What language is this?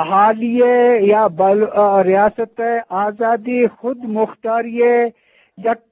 Eastern Balochi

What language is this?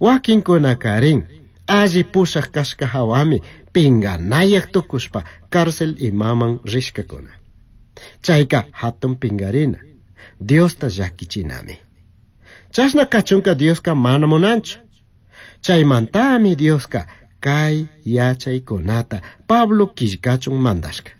Chimborazo Highland Quichua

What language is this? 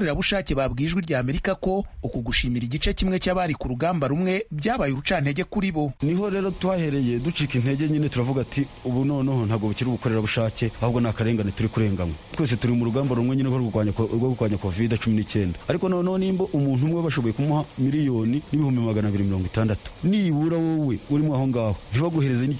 Kinyarwanda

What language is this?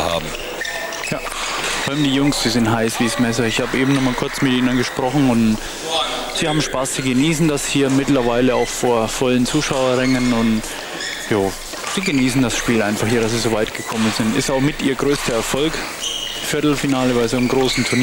German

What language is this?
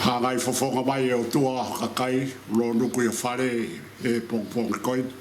Tongan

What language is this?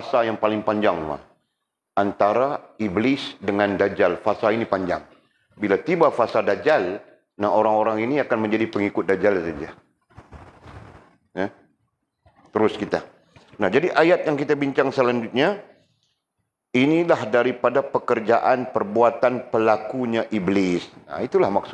Malay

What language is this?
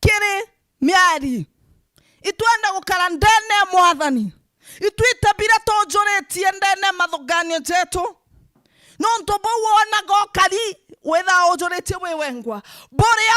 Meru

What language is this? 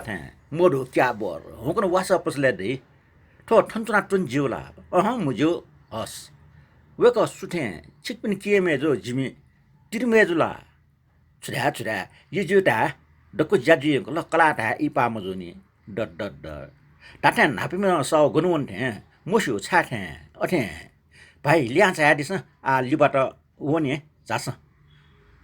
Newari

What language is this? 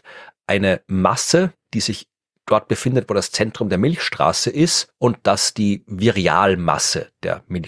German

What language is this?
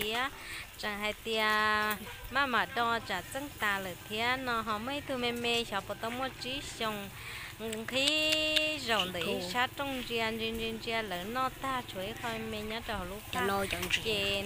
Hmong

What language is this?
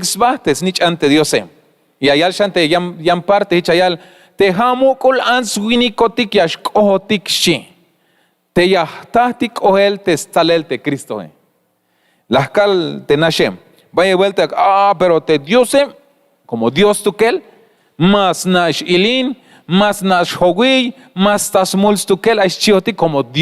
Tzeltal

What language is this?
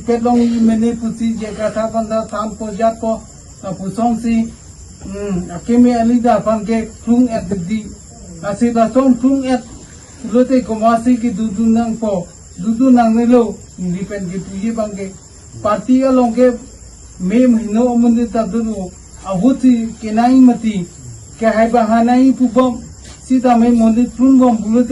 Karbi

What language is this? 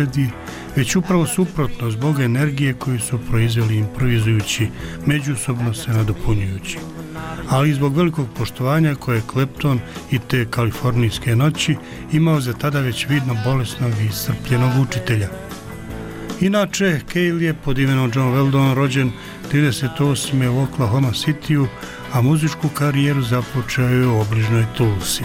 Bosnian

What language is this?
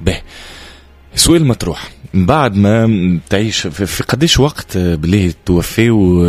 Tunisian Arabic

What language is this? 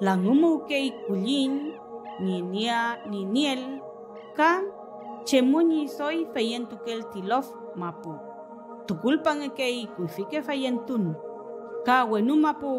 Mapuche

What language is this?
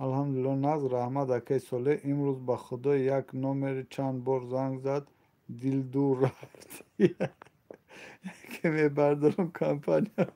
Tajik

